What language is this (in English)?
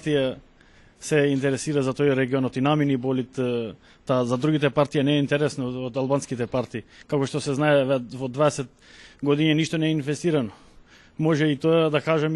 Macedonian